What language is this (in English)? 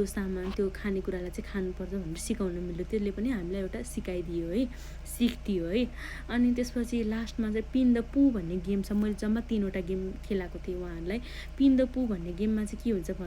Nepali